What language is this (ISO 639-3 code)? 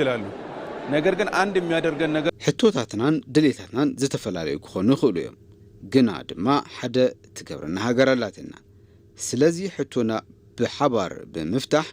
tir